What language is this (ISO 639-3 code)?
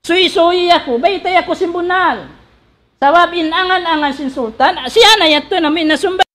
tsg